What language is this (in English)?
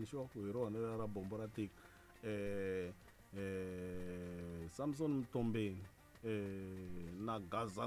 Tsonga